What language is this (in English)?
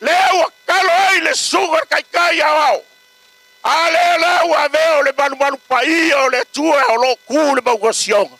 Samoan